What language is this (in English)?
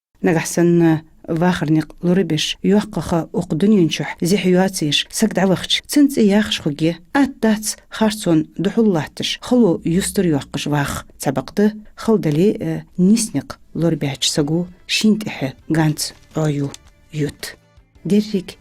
Ingush